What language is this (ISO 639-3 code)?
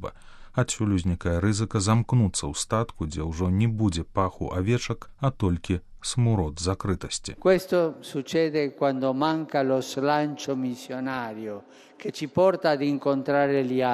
bel